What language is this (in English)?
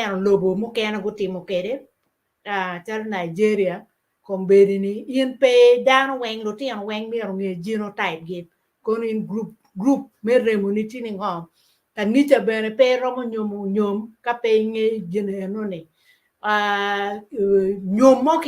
Acoli